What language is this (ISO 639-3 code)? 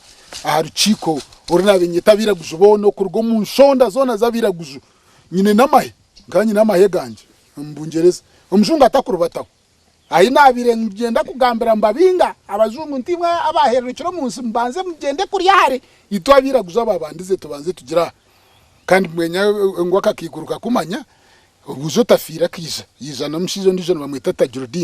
nyn